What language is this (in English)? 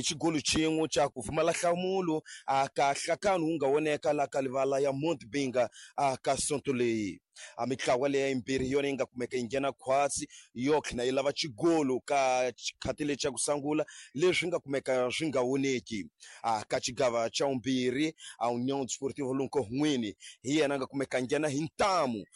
Tsonga